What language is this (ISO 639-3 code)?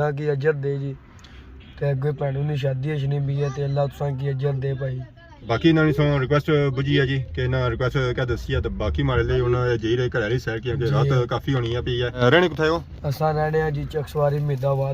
phr